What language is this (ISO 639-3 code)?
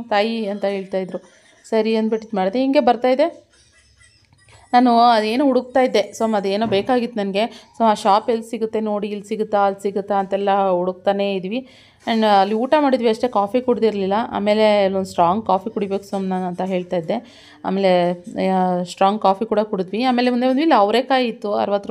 kan